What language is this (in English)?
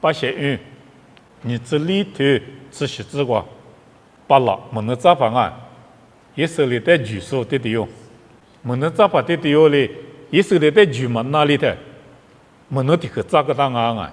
Lisu